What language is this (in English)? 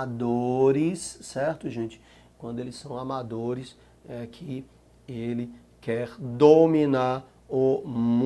Portuguese